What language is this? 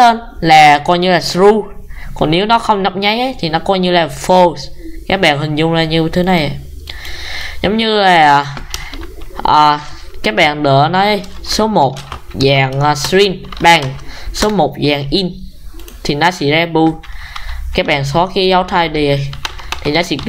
Vietnamese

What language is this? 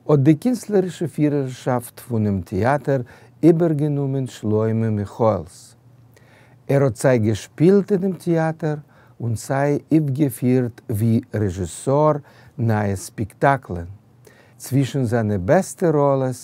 Yiddish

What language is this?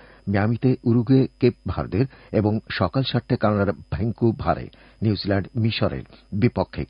Bangla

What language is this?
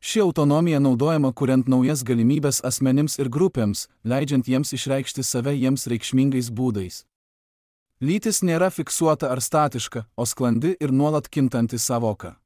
Lithuanian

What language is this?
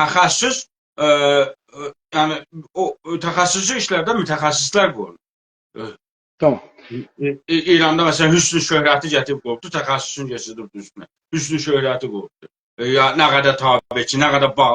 South Azerbaijani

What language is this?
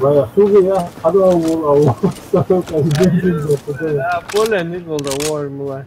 Ingush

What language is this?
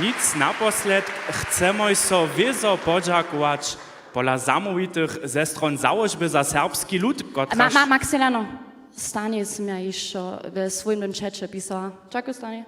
Upper Sorbian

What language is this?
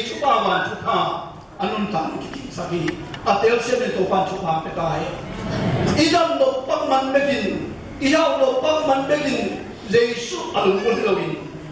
Tedim Chin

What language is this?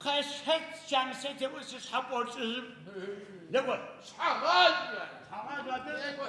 Adyghe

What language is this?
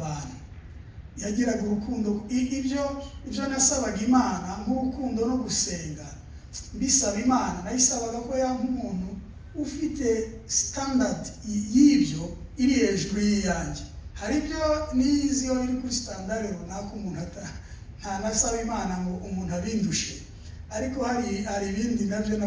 Kinyarwanda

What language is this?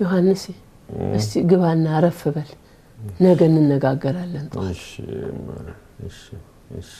Amharic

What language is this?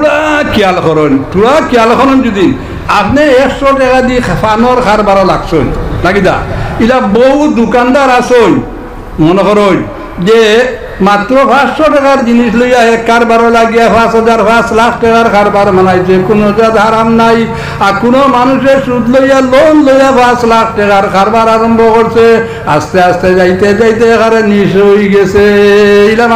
Sylheti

